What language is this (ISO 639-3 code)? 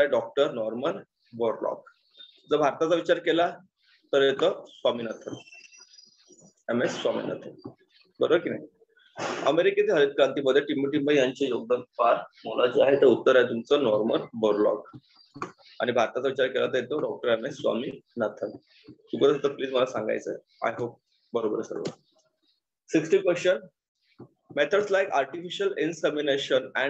mar